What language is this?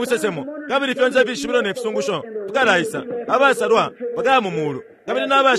Bemba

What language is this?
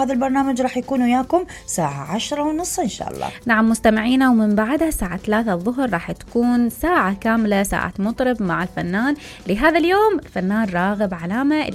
Mesopotamian Arabic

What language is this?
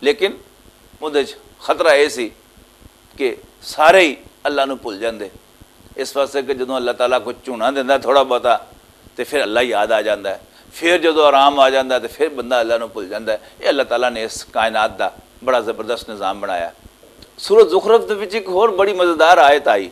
Western Panjabi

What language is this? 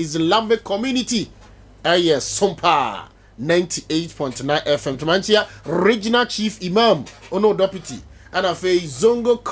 Akan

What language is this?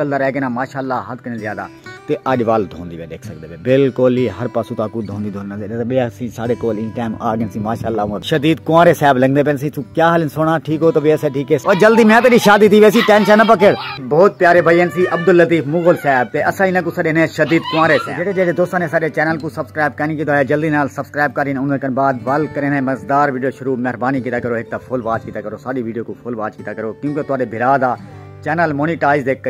Saraiki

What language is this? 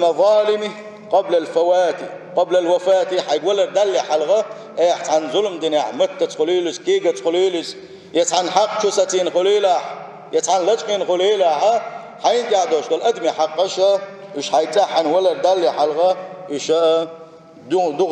Chechen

